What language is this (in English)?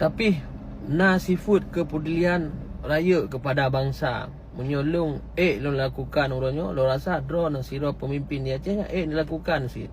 Achinese